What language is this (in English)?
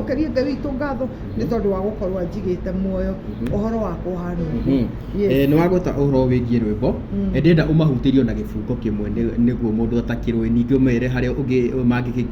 Kikuyu